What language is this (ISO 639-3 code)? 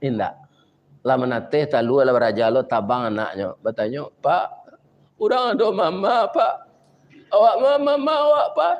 min